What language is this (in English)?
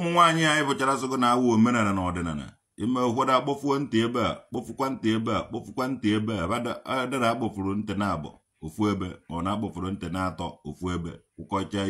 Igbo